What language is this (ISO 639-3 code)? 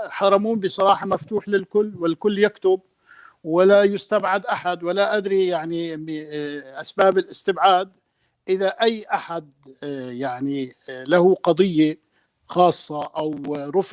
apc